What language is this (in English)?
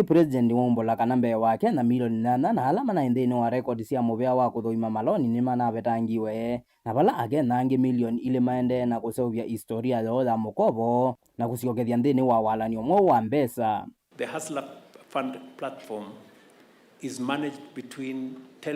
Kamba